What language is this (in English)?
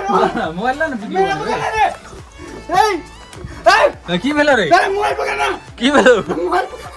Maithili